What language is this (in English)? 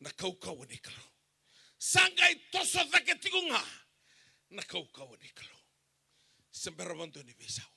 Fijian